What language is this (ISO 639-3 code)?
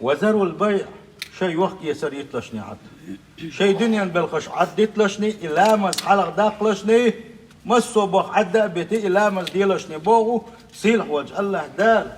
che